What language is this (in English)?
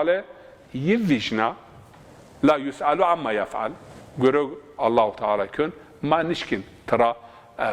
Zaza